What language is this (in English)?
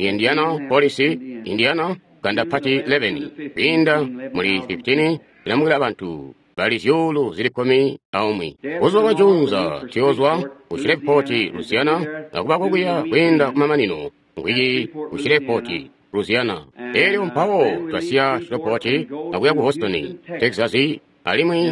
Tonga (Zambia)